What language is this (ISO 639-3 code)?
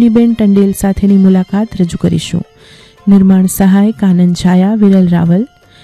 guj